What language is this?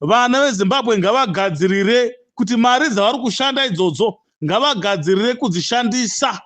Shona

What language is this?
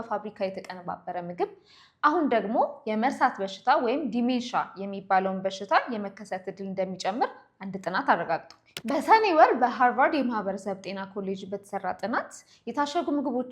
Amharic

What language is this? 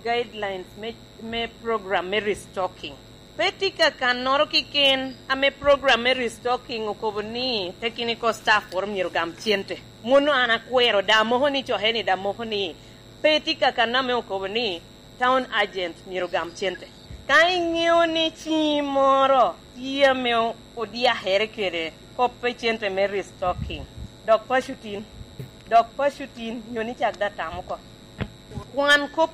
Lango (Uganda)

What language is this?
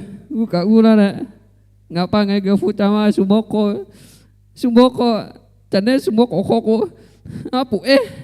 Lahu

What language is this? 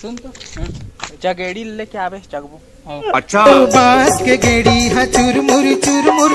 Chhattisgarhi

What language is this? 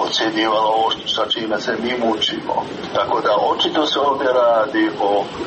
Serbian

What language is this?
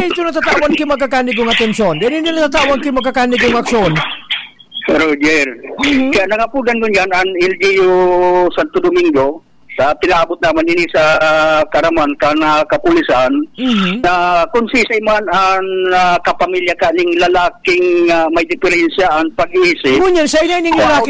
Bikol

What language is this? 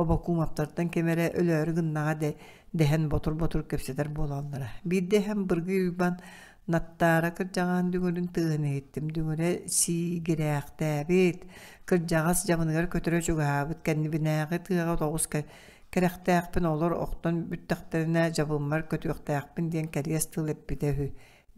Yakut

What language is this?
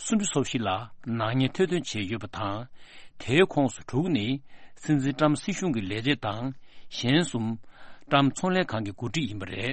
Tibetan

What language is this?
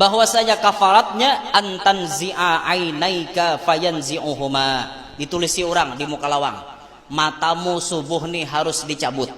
Banjar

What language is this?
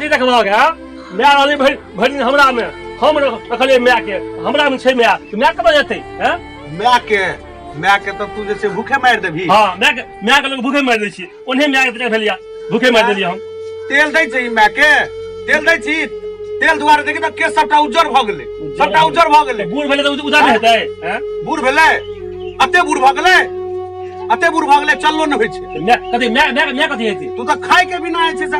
Maithili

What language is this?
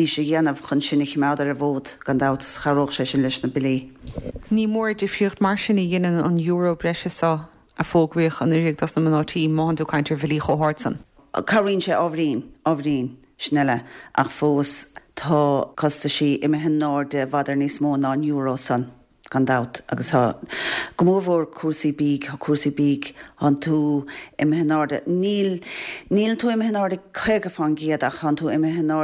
Irish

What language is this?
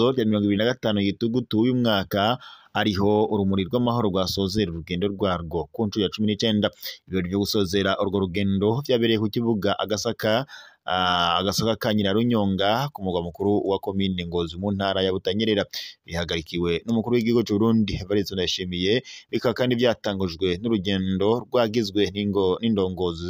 Rundi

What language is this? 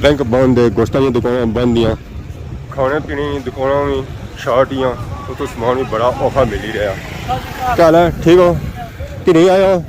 Pahari-Potwari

